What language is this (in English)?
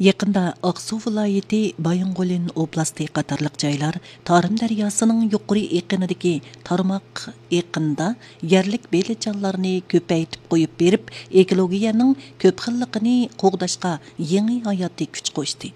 Uyghur